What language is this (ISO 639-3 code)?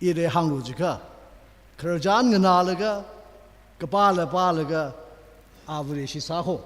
nmf